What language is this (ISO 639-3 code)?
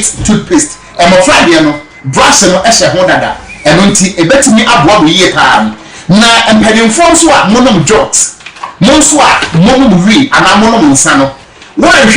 aka